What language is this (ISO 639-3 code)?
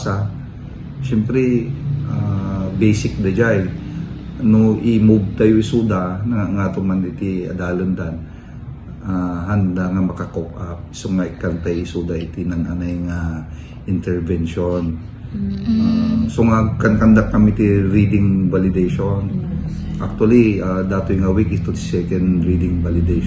ilo